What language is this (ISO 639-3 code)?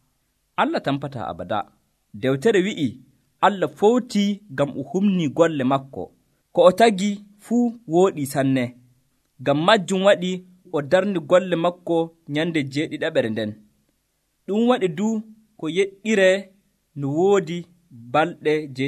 fuv